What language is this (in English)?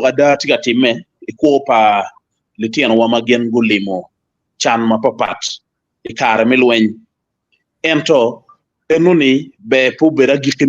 Acoli